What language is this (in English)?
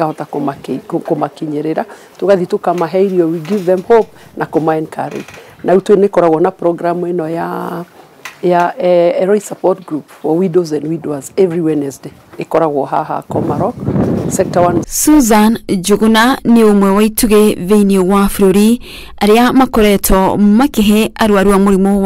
Kikuyu